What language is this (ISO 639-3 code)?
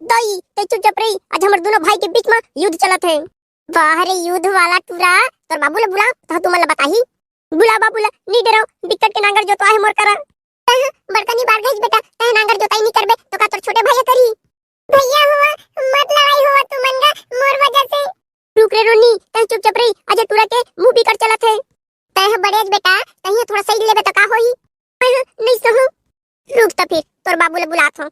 hne